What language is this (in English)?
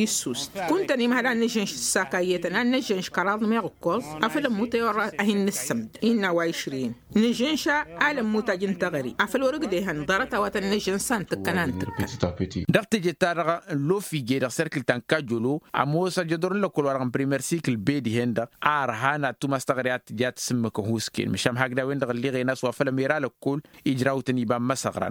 Tamasheq